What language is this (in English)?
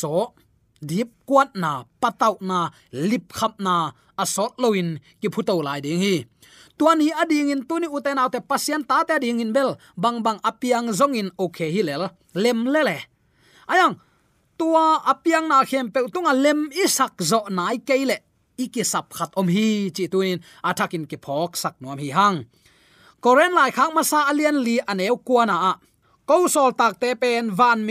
Tedim Chin